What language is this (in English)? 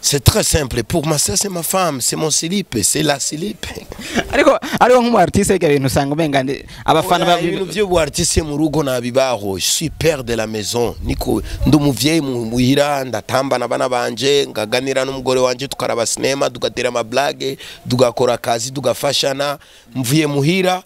Rundi